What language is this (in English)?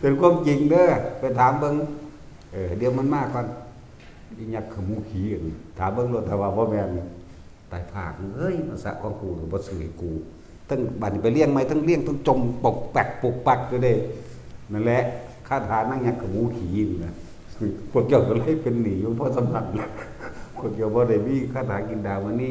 Northeastern Thai